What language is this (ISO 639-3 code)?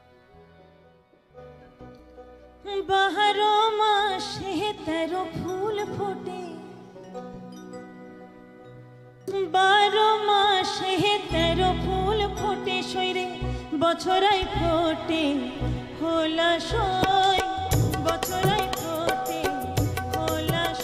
ben